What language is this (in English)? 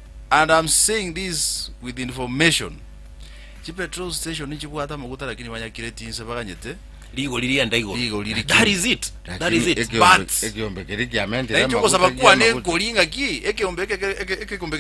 Gusii